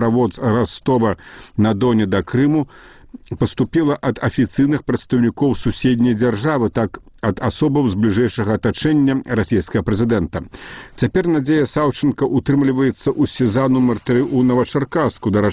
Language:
Belarusian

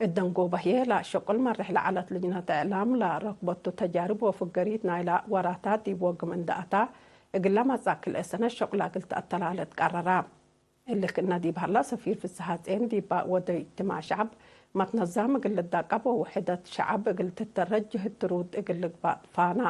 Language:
Tigre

